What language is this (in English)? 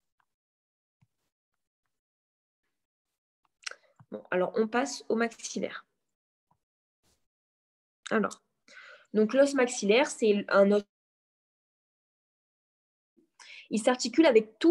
French